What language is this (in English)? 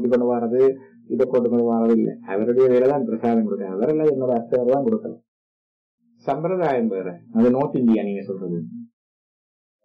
Tamil